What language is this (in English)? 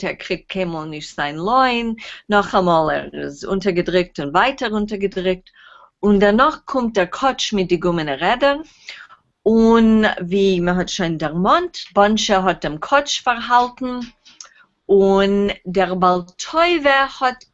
Yiddish